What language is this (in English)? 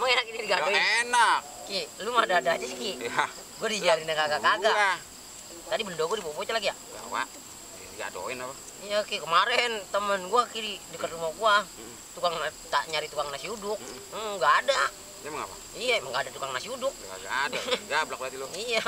Betawi